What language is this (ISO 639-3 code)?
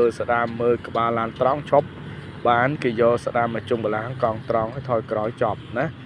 khm